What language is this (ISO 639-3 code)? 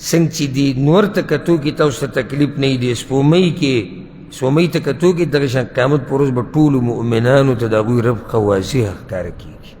pus